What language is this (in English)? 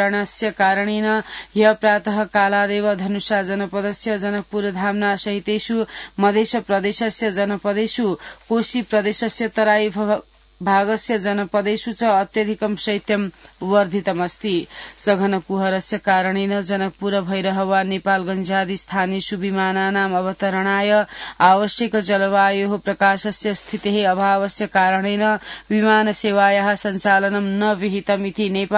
Sanskrit